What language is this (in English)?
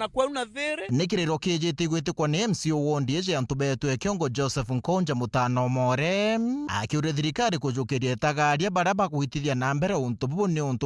Meru